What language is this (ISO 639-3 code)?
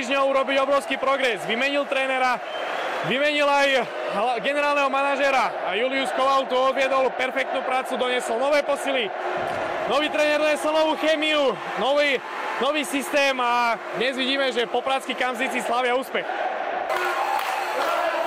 slk